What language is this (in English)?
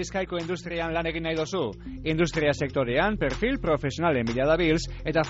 Basque